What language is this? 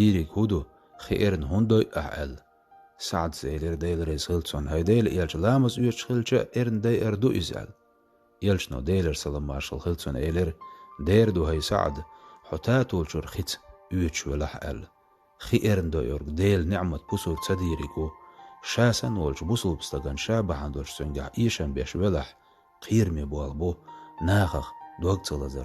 Chechen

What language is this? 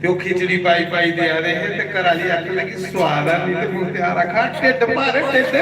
Dogri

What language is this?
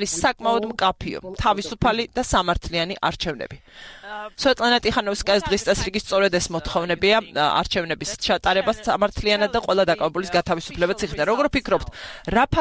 Georgian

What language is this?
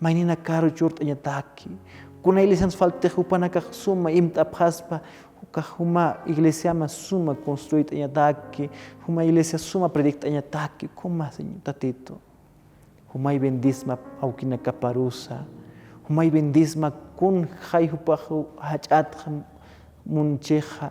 Aymara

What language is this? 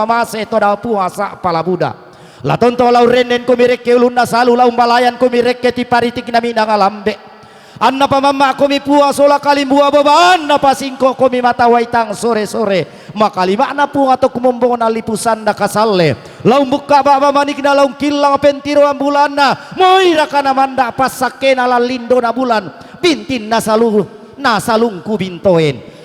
Toraja-Sa'dan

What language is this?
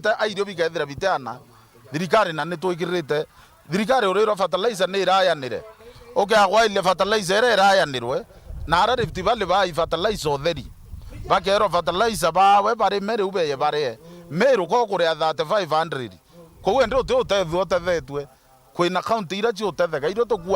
Meru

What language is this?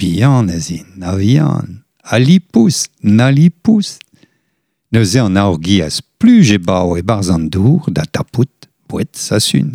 Breton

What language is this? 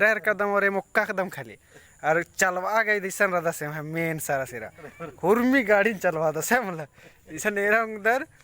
Kurukh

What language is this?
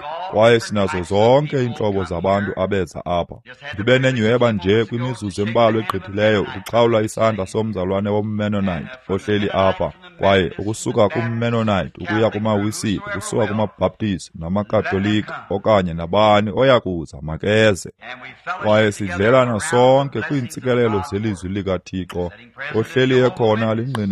Xhosa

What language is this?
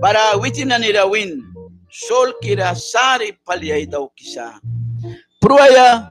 Mískito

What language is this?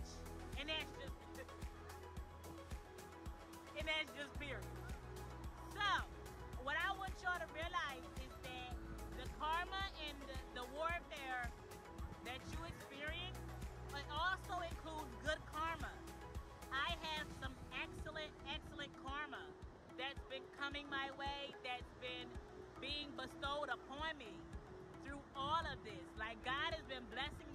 English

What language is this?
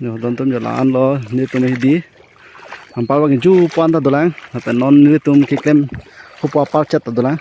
Karbi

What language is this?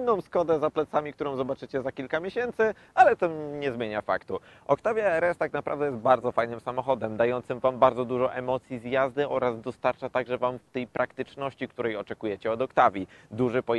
Polish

